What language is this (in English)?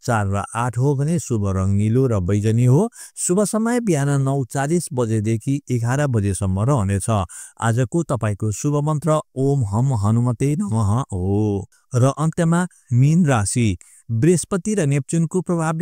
Nepali